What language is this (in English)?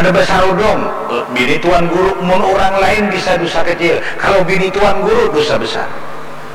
Banjar